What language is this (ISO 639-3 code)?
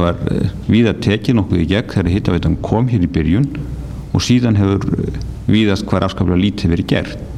isl